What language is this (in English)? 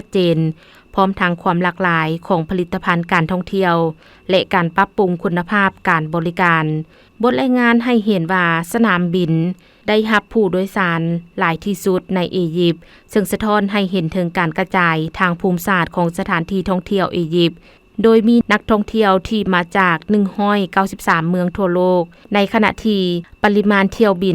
Lao